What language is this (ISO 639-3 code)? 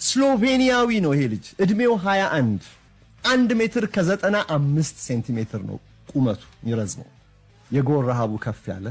amh